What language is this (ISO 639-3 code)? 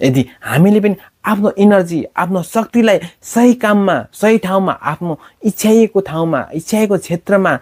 nep